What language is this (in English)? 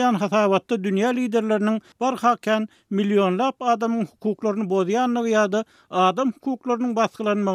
Turkmen